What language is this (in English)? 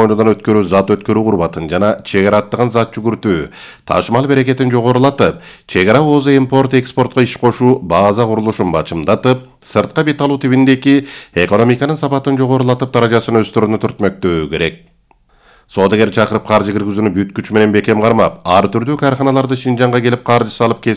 Kyrgyz